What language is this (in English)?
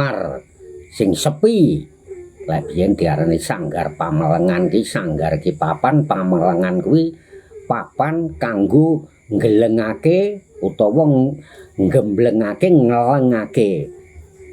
Javanese